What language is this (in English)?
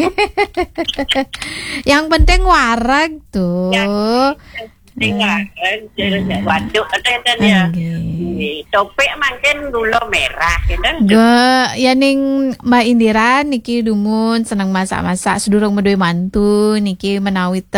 Balinese